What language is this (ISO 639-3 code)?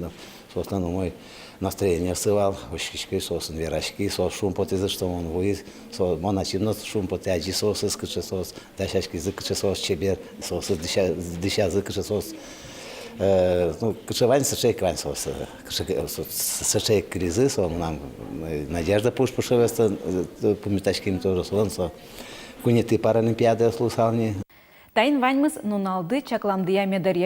udm